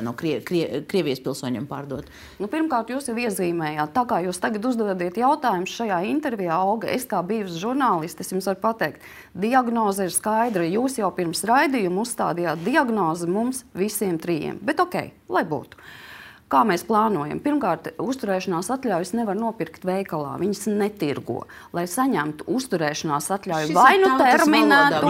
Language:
Latvian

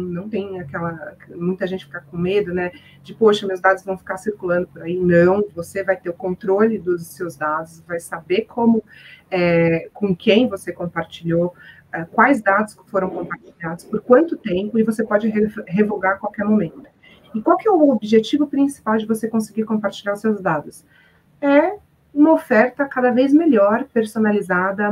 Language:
Portuguese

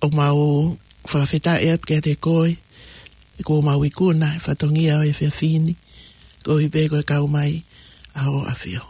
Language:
Tongan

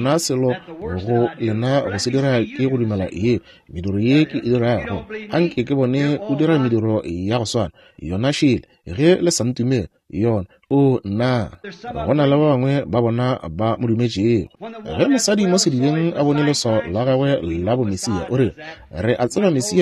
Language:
Northern Sotho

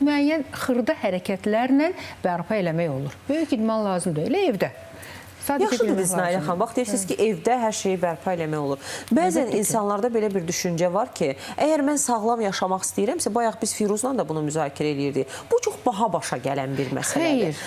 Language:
Azerbaijani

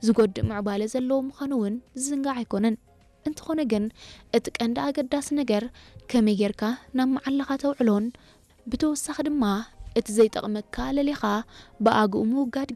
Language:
Tigrinya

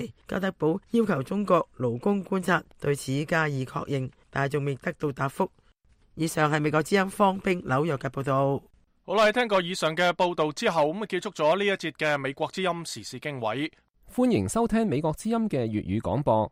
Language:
Cantonese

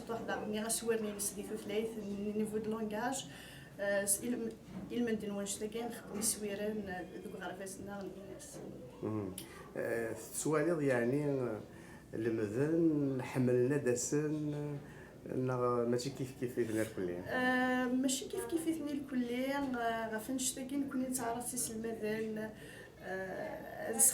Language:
Kabyle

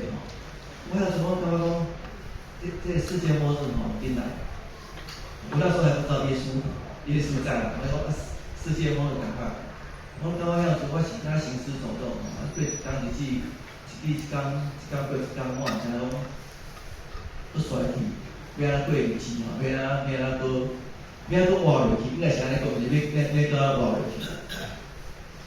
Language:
Min Nan Chinese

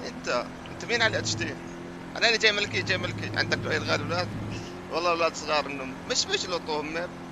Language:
North Levantine Arabic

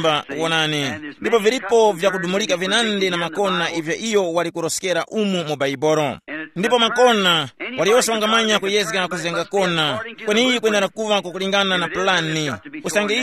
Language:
Tumbuka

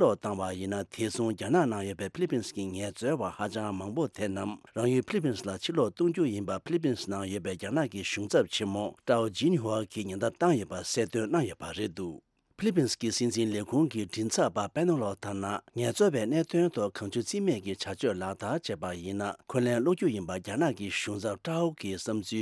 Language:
Tibetan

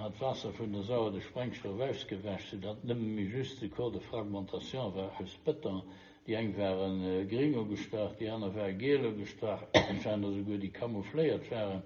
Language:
Luxembourgish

